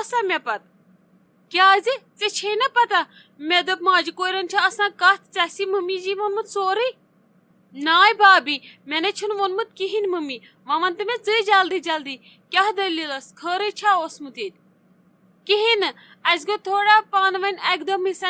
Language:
Kashmiri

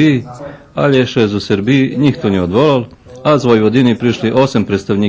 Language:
Rusyn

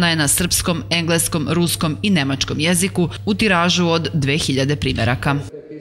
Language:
Serbian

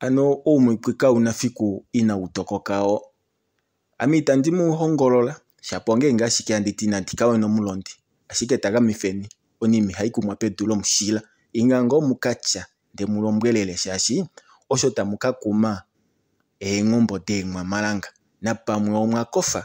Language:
Kuanyama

